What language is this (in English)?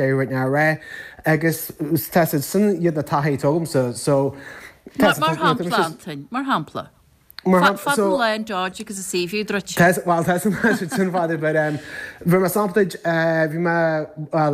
Irish